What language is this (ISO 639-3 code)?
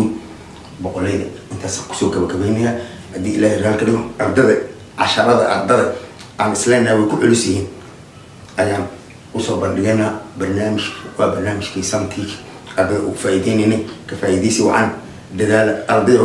som